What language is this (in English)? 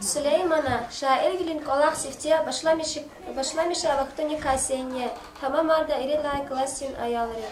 Lezghian